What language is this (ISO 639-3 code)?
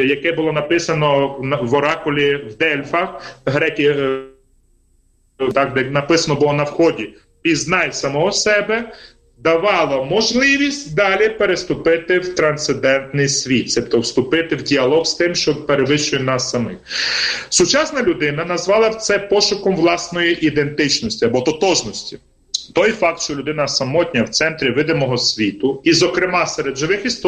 ukr